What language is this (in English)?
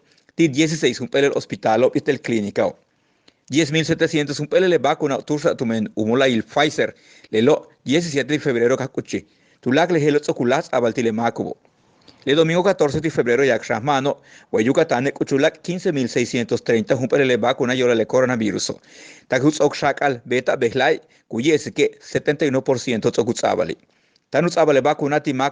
Yucateco